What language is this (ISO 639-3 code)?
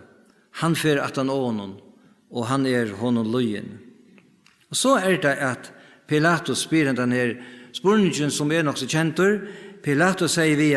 fao